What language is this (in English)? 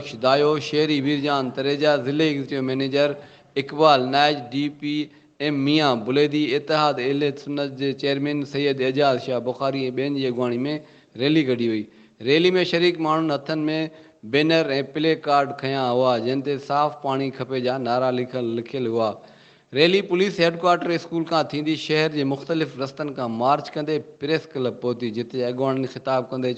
Sindhi